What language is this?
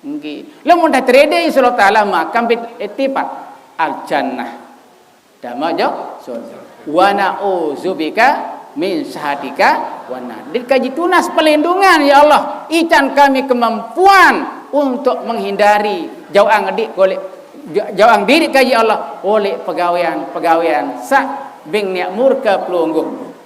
Sasak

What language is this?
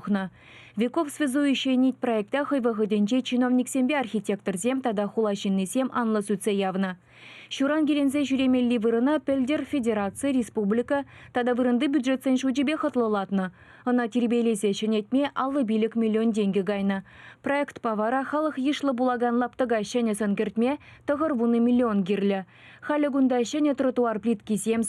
Chuvash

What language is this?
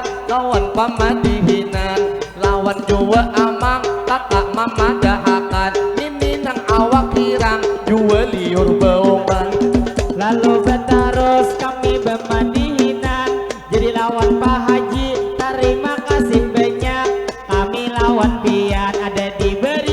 Banjar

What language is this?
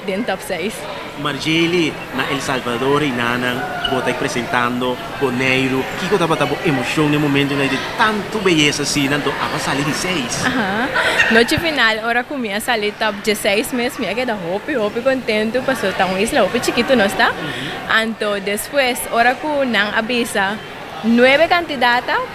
Papiamento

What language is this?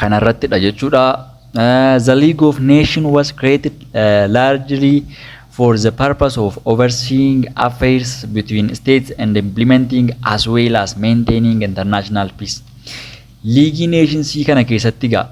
Oromo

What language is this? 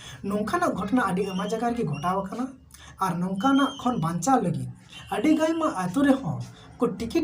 Santali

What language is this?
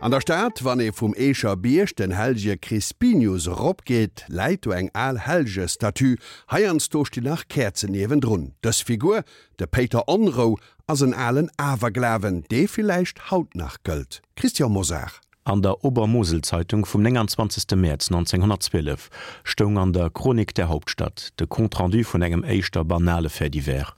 Luxembourgish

